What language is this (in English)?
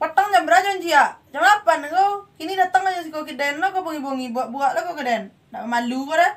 Minangkabau